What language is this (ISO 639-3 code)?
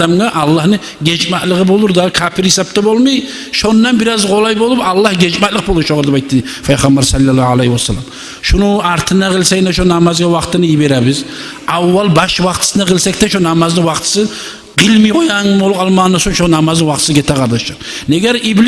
kum